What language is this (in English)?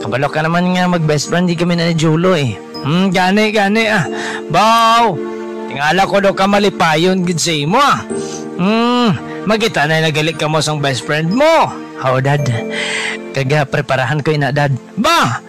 Hiligaynon